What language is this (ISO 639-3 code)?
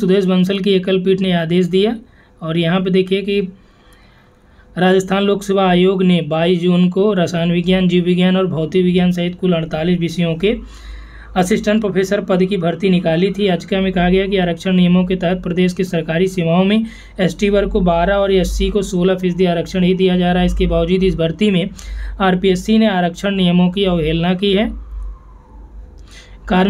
hin